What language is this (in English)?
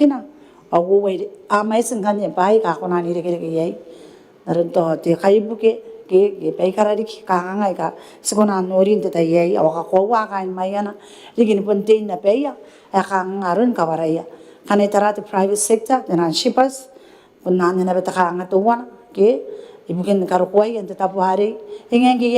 Gilbertese